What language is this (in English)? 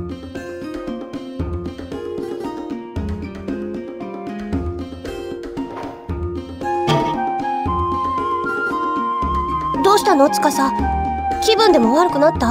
Japanese